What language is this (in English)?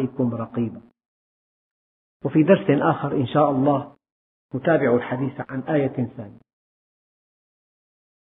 Arabic